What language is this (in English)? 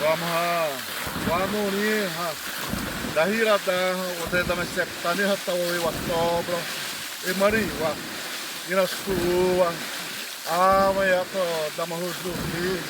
Xavánte